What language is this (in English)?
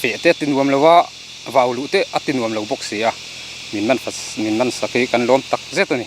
Mizo